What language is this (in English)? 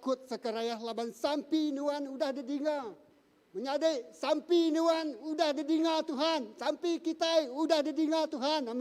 Iban